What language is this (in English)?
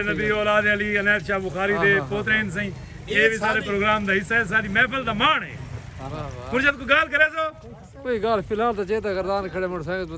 Saraiki